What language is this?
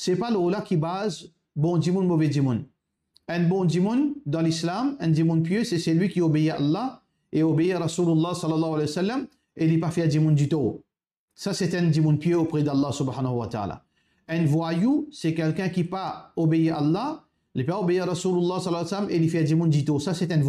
Morisyen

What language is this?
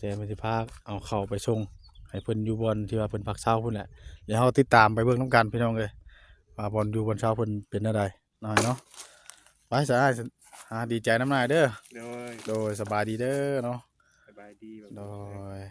Northeastern Thai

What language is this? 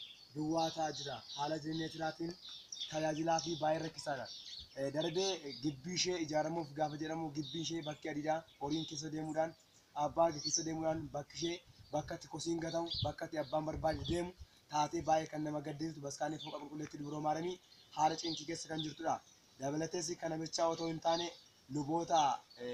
Oromo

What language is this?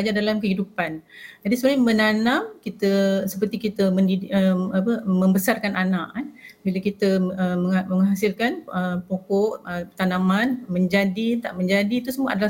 Malay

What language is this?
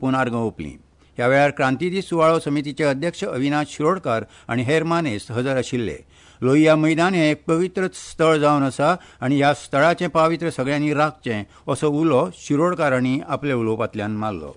Konkani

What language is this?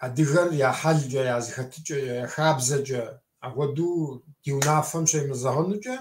Kabardian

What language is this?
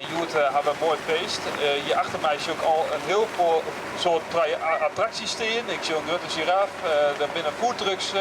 Western Frisian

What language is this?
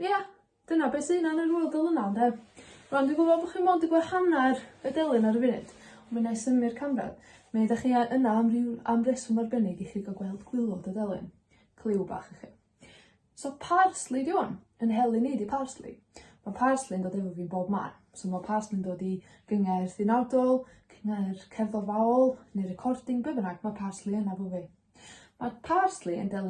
Welsh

